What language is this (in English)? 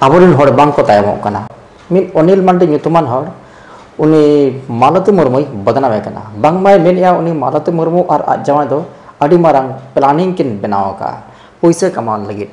Santali